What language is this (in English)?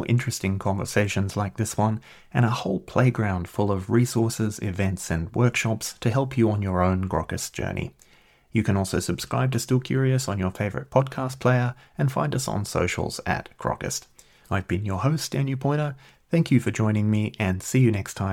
English